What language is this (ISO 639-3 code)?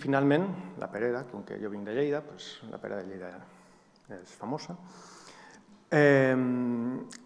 cat